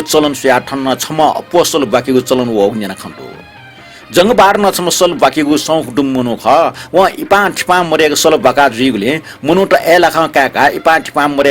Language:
Newari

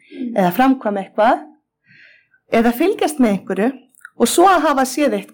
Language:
Icelandic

